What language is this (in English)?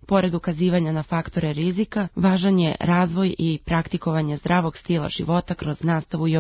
Serbian